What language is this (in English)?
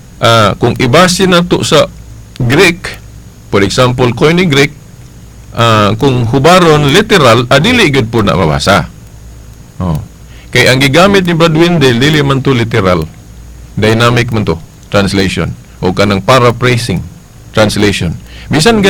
Cebuano